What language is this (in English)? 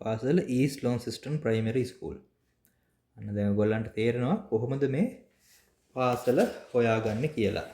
Sinhala